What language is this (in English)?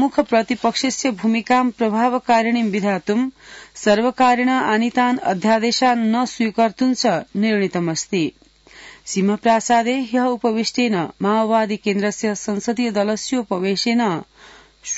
Sanskrit